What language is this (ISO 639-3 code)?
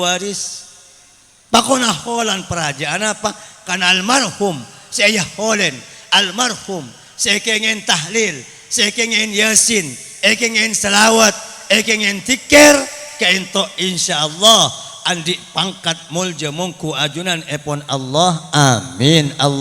mad